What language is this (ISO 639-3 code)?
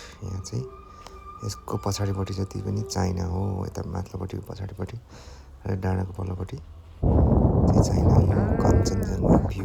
nep